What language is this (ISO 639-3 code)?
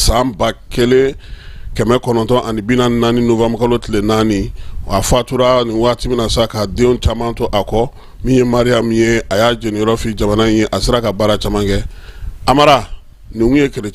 bam